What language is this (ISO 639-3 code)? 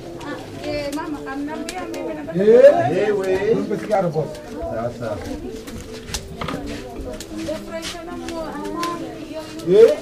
swa